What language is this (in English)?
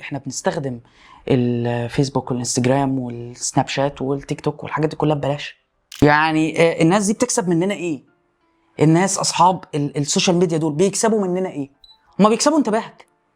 Egyptian Arabic